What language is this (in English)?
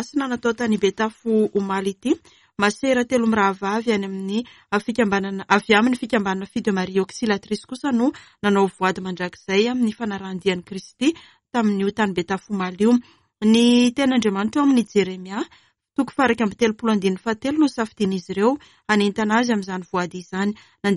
Malagasy